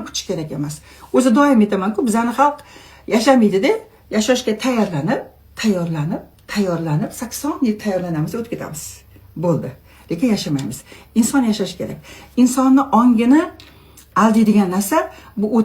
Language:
Uzbek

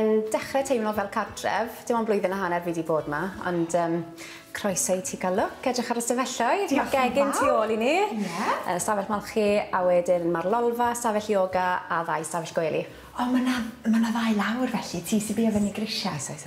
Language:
Welsh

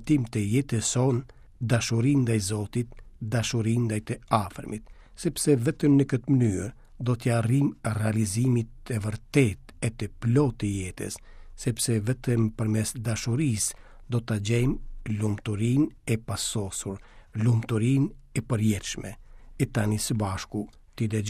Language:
Albanian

